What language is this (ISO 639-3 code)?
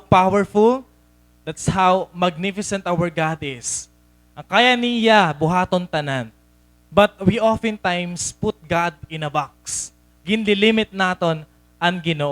war